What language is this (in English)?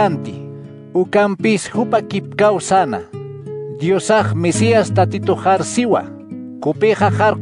Aymara